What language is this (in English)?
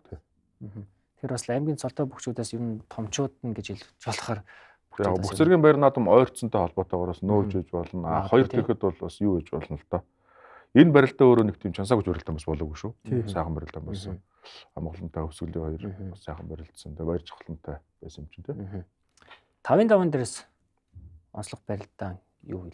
Mongolian